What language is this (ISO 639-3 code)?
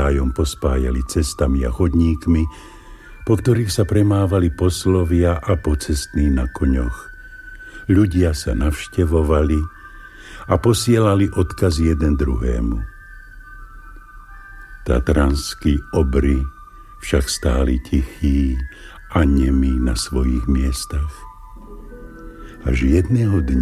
slk